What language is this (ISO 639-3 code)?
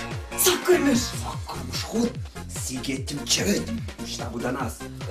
chv